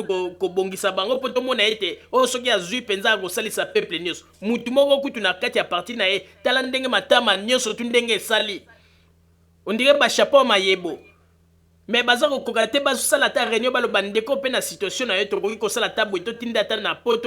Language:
Lingala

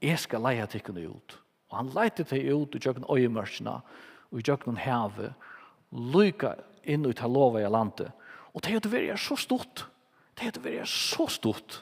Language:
Faroese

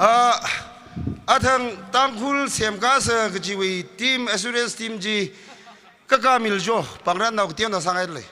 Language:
Tangkhul Naga (India)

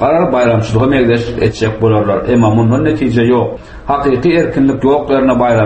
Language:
Turkmen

